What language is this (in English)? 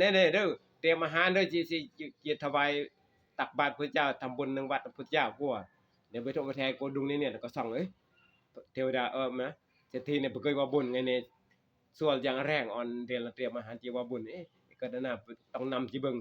Northeastern Thai